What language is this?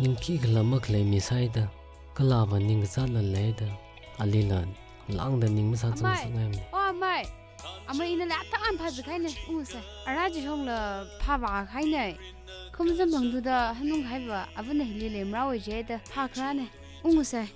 Tangkhul Naga (India)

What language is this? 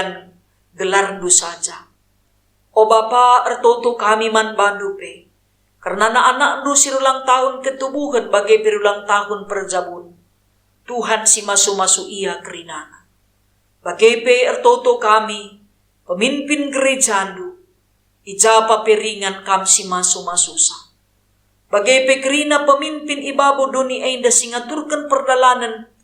Batak Karo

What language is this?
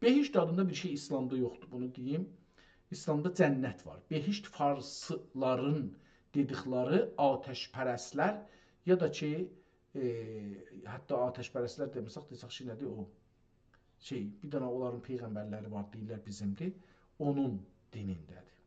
South Azerbaijani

